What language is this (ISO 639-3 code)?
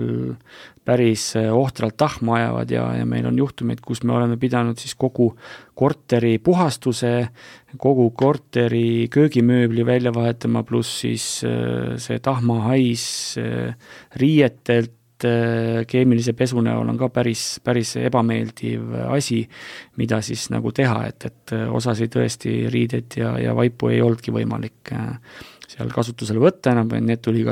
est